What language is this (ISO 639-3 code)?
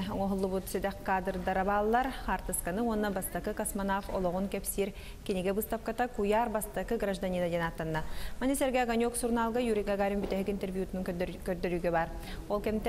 sah